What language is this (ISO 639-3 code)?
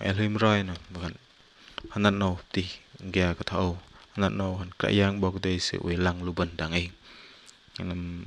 bdq